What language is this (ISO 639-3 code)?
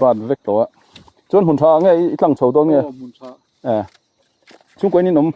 lus